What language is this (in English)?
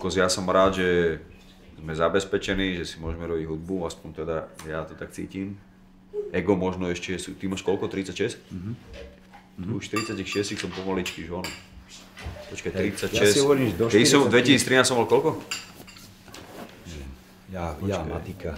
Slovak